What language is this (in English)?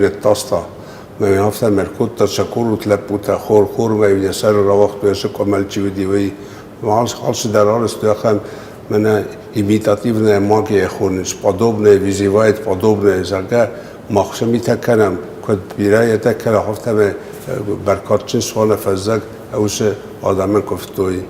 Ossetic